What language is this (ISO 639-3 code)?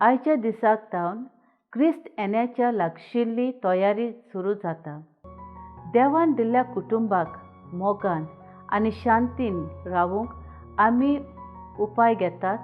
kok